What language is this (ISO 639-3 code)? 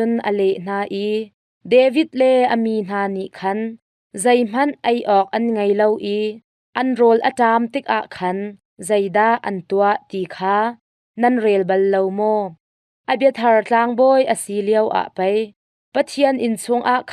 cnh